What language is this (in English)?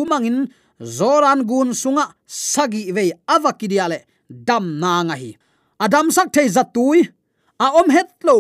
Tedim Chin